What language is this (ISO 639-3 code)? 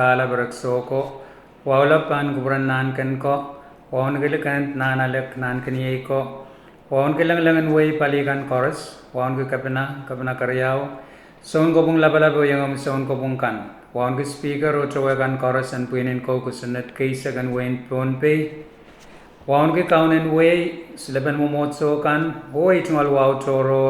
pon